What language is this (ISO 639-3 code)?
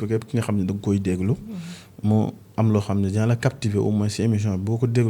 wol